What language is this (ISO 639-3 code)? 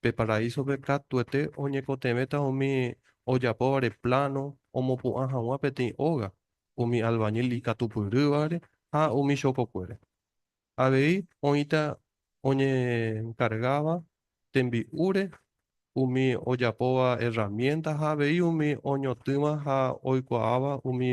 grn